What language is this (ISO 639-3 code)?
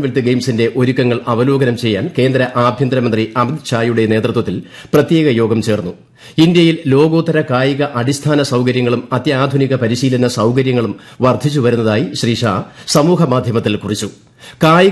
mal